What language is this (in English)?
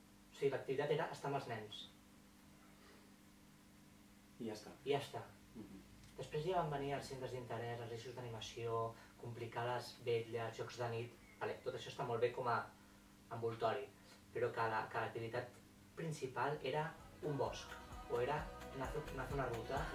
Catalan